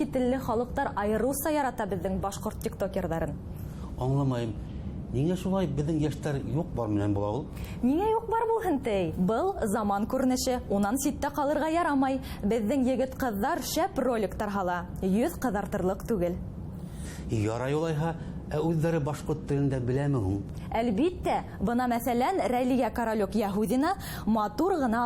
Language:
Bashkir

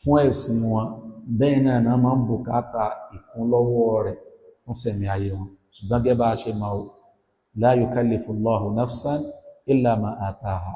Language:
Yoruba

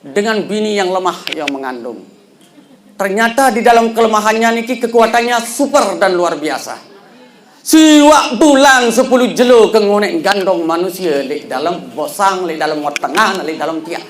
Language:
Sasak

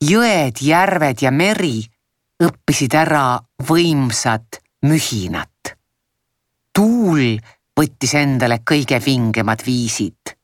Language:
Estonian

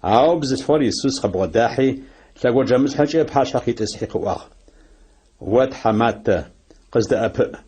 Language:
Adyghe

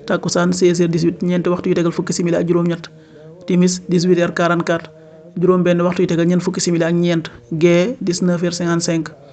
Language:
Wolof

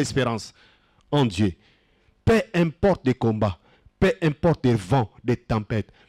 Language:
French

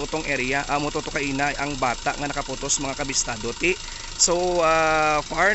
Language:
Hiligaynon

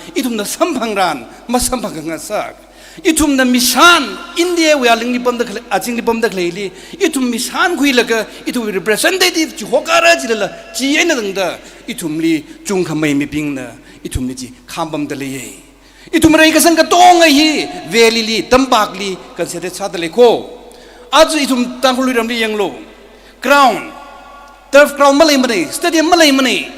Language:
Tangkhul Naga (India)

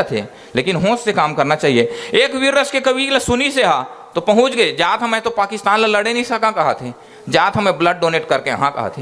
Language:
Chhattisgarhi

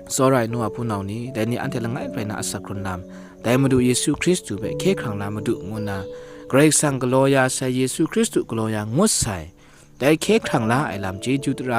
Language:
Kachin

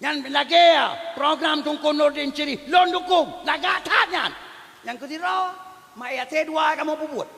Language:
Achinese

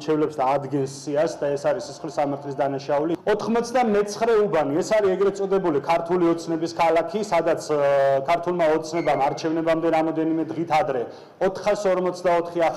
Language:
Georgian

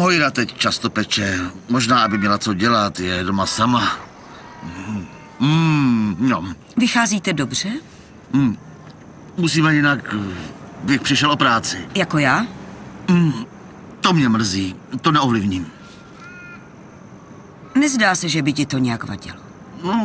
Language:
Czech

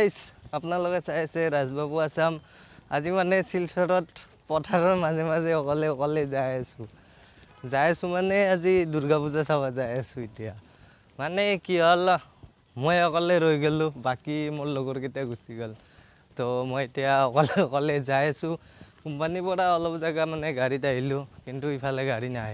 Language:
Assamese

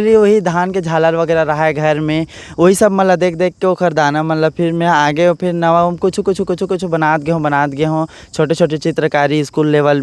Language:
Chhattisgarhi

